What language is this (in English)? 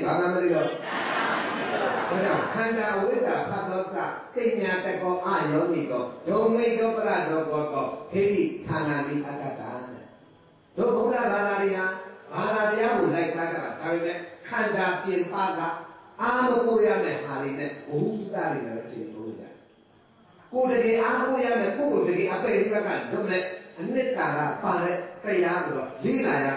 Burmese